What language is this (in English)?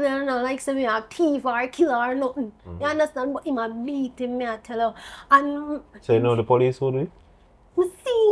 Jamaican Creole English